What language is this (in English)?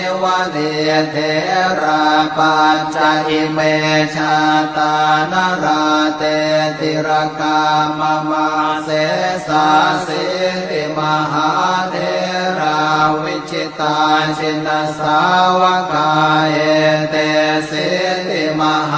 Pali